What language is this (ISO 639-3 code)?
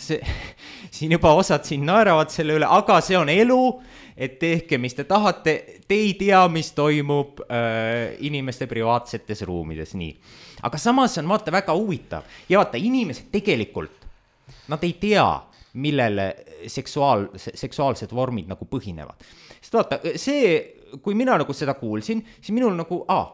est